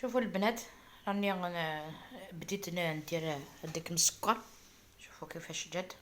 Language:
Algerian Arabic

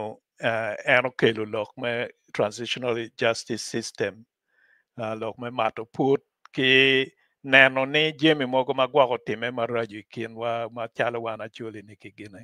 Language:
Acoli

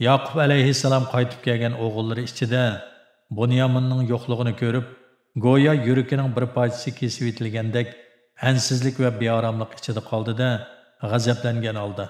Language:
Uyghur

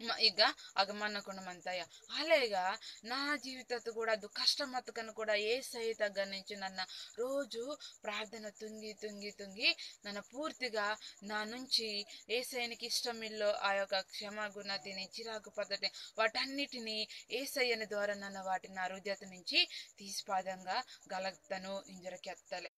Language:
Koya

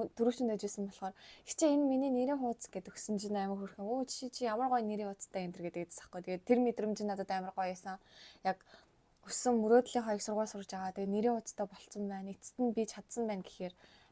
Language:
Mongolian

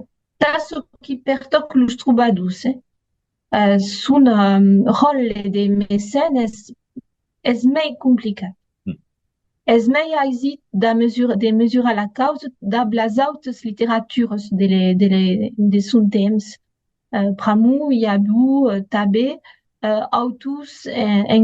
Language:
Occitan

